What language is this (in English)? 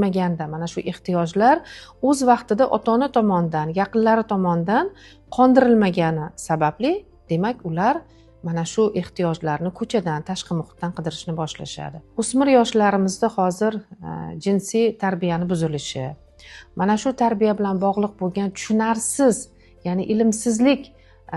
Uzbek